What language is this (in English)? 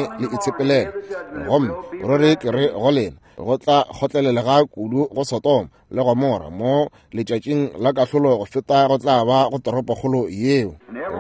Northern Sotho